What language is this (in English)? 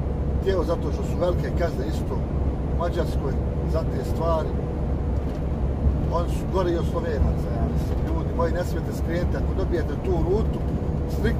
Croatian